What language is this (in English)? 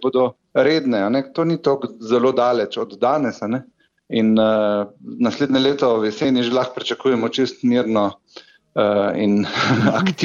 Slovenian